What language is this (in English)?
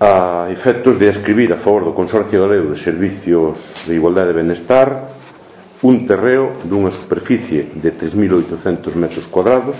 Galician